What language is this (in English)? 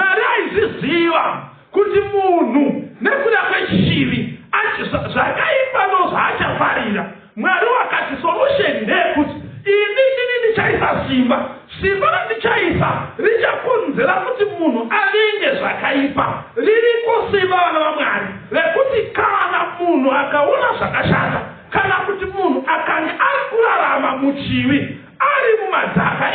Shona